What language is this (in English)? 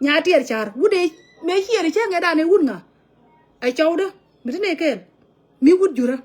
Nuer